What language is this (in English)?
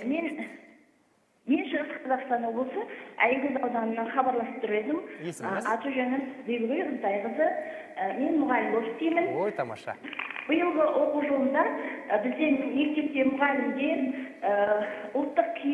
Kazakh